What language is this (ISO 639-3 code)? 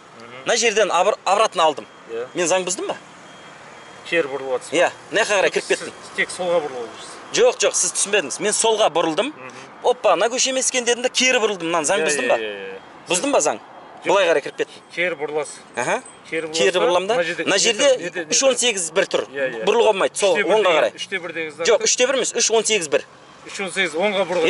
kaz